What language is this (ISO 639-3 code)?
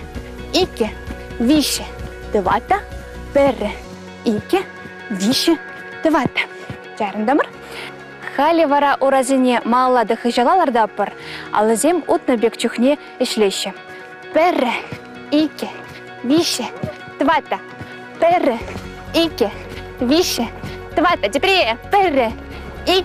chv